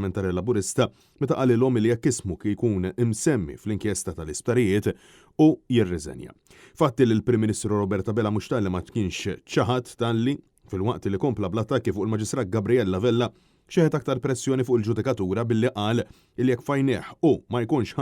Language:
Maltese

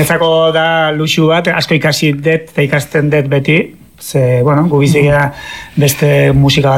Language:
Basque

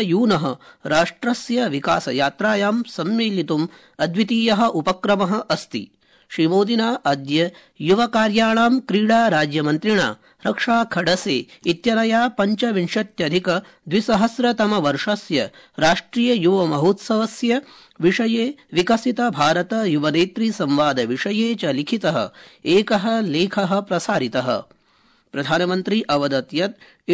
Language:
Sanskrit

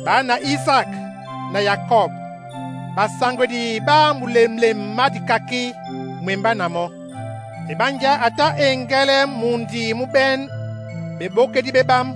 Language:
Duala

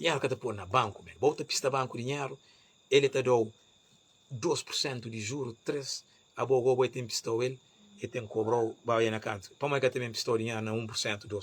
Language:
Kabuverdianu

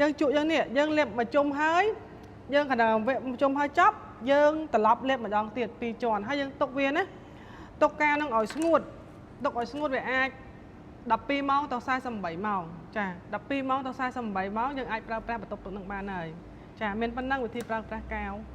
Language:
Khmer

